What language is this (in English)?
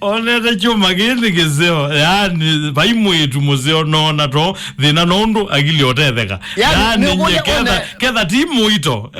Kamba